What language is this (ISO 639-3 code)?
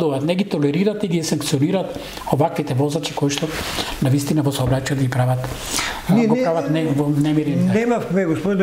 mkd